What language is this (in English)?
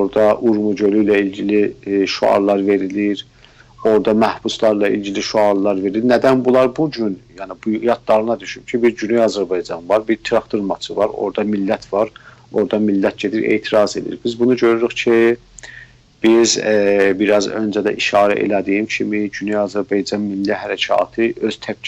South Azerbaijani